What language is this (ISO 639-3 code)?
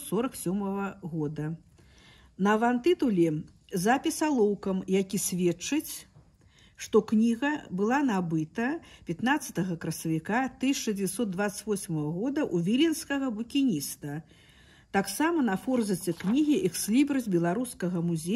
bel